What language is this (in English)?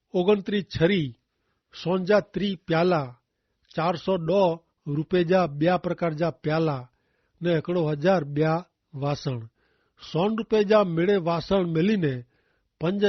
Kachhi